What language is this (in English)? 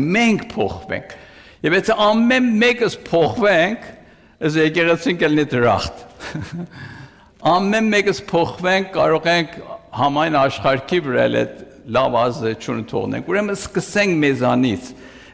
Armenian